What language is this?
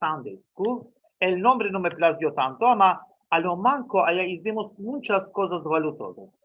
Ladino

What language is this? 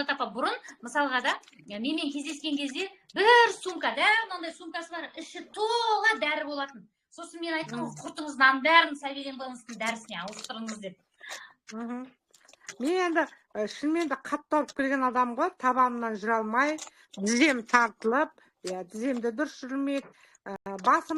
Kazakh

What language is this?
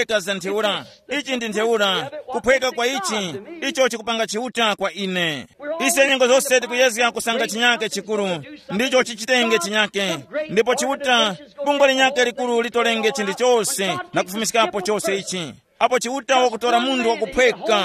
Tumbuka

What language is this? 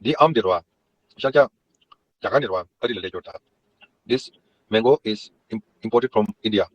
Tibetan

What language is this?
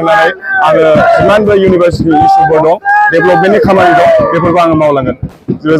Bodo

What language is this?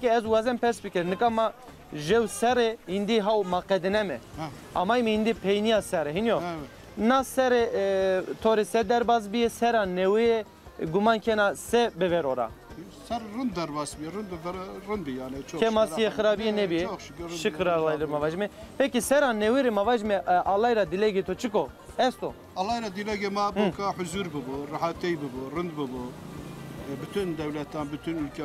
Zaza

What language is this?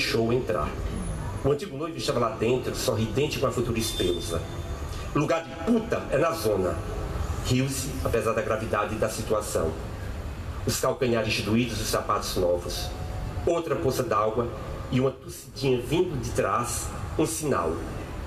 Portuguese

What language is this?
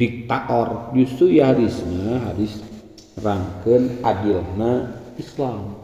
Sundanese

